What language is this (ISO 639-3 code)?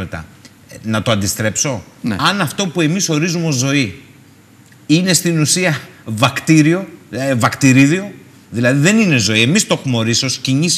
ell